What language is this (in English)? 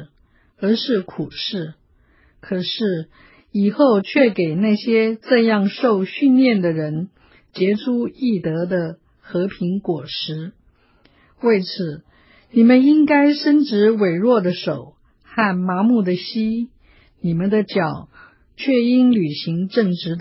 Chinese